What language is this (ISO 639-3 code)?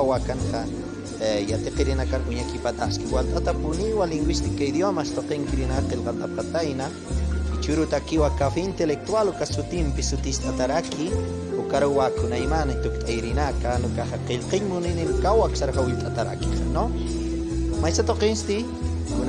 aym